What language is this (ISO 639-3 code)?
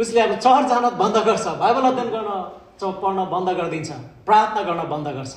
nep